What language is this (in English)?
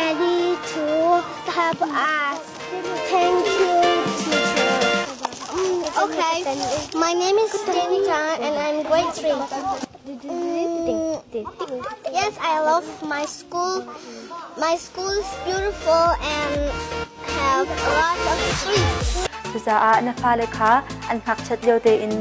Hakha Chin